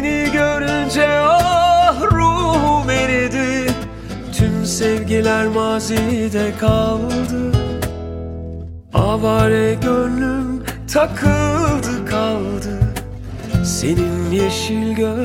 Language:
Turkish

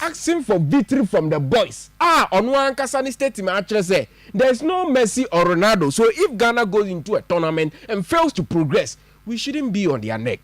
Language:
Akan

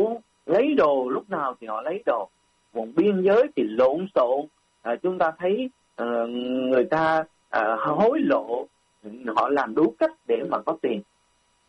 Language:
Vietnamese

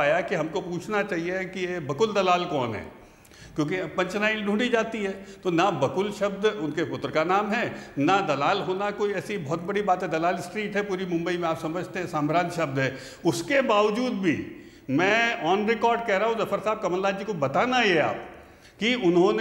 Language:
Hindi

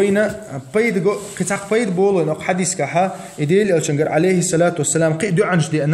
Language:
Chechen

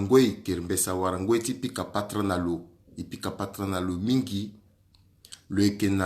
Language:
Sango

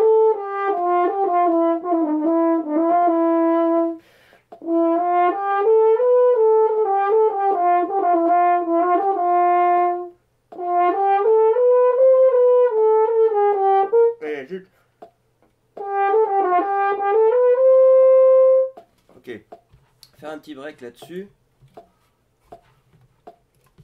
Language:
French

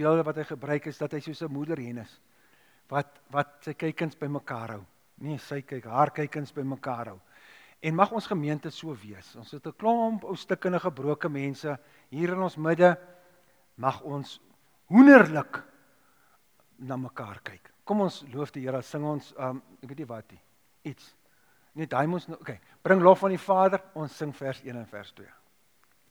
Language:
Afrikaans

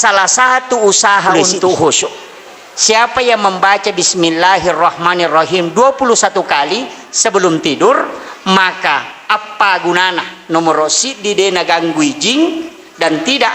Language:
Buginese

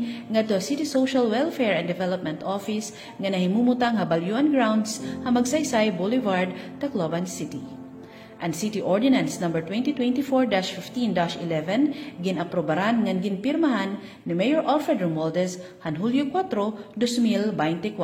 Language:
Waray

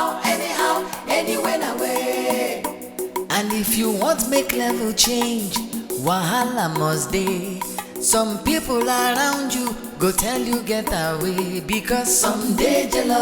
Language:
Nigerian Pidgin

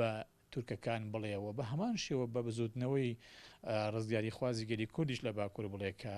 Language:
Central Kurdish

